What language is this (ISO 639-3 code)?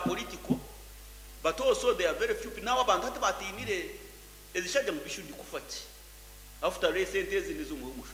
nyn